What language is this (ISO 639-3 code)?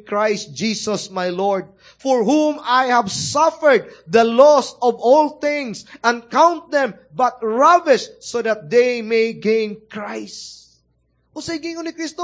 ceb